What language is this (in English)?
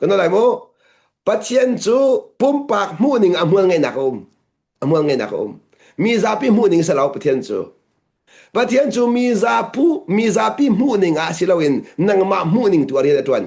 Hakha Chin